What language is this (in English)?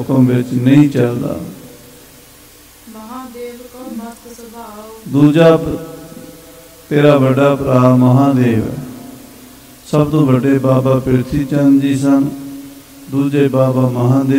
Punjabi